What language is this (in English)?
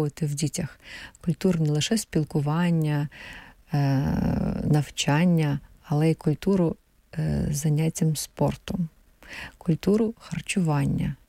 Ukrainian